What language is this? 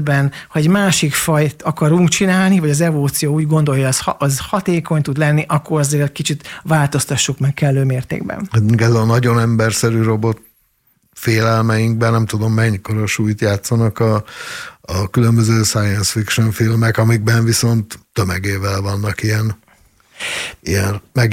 Hungarian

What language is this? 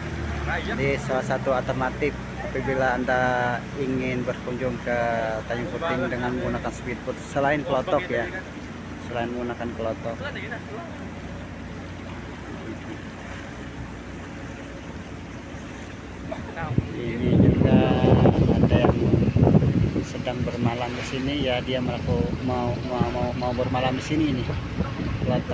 Indonesian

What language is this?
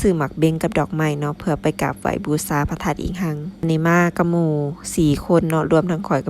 Lao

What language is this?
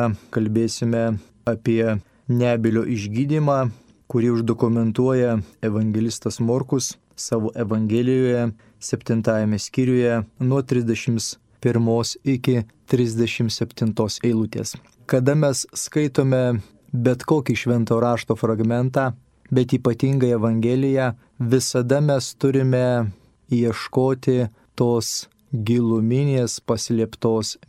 Lithuanian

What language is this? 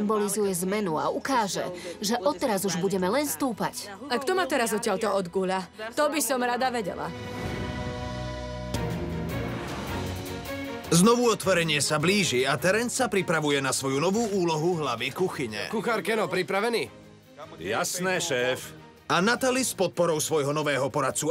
Slovak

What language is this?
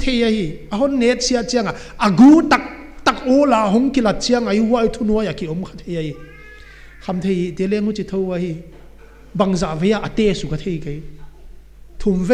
Paite Chin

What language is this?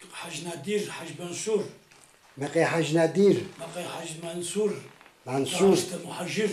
Kabardian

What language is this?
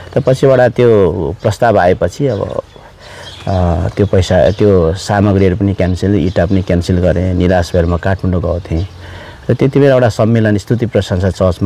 Nepali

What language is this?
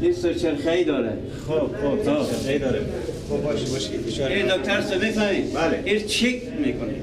Persian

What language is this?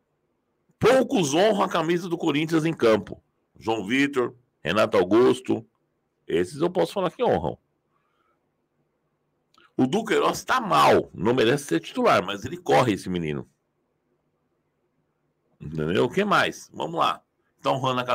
Portuguese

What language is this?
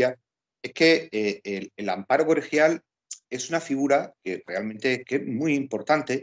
Spanish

